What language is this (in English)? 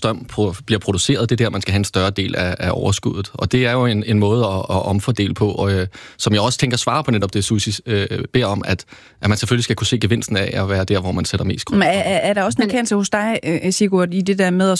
Danish